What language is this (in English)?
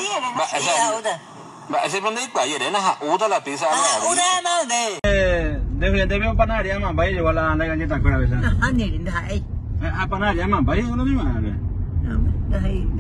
Guarani